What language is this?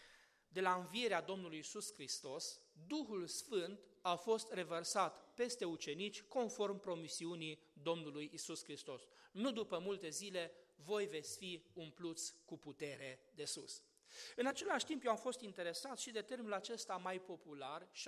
Romanian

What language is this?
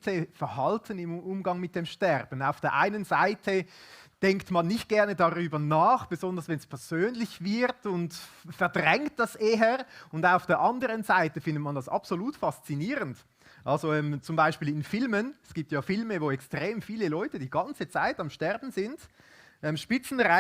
Swiss German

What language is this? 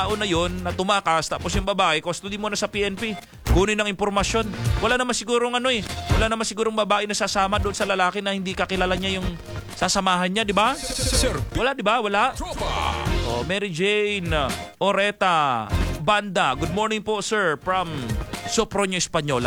Filipino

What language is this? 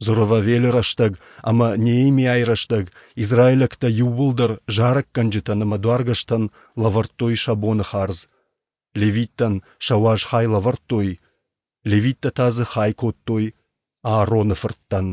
Ossetic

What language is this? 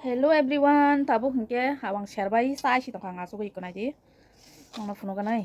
Kok Borok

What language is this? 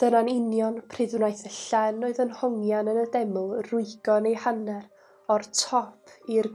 Welsh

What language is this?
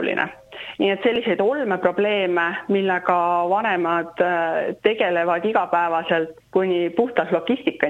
Estonian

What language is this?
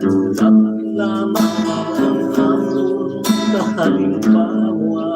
Hiligaynon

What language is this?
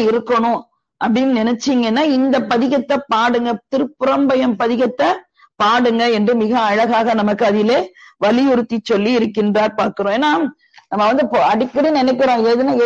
Tamil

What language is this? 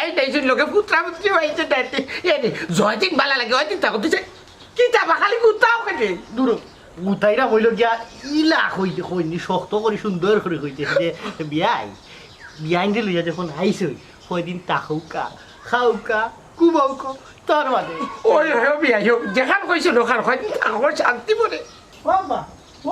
Sylheti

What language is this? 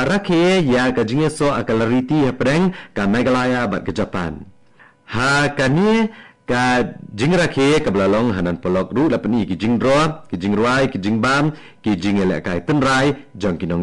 Khasi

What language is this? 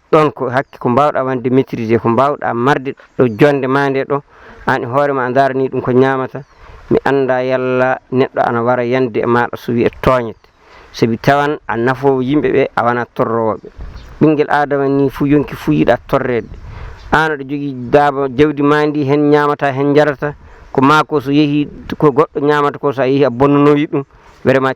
Fula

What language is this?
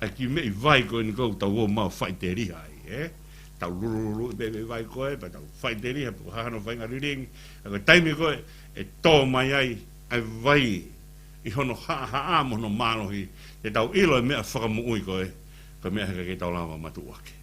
Tongan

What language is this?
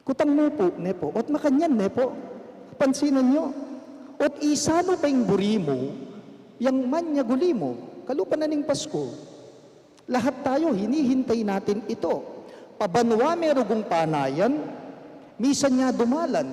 Pampanga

